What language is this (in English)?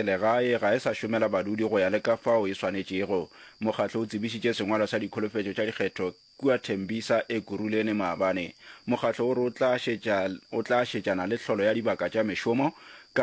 Northern Sotho